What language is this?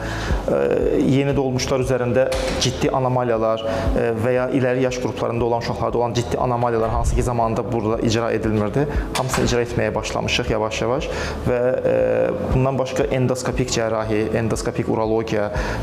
Azerbaijani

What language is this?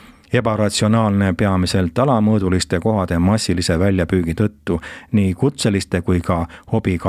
Estonian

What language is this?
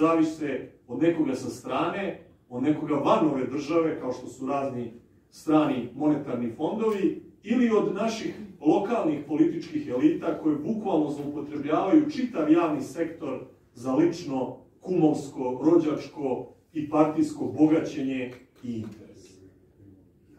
Serbian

